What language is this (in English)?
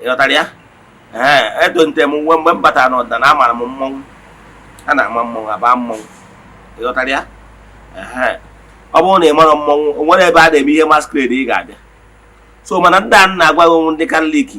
Igbo